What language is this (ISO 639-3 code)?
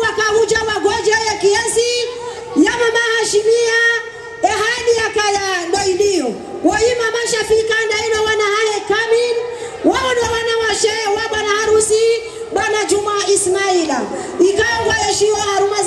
swa